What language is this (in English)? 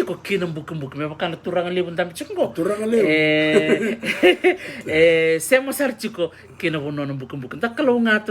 Fijian